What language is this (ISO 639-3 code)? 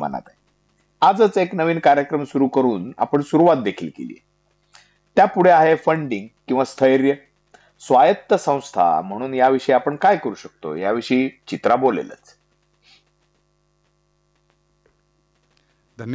mar